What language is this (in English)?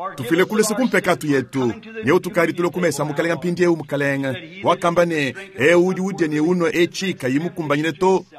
Luba-Lulua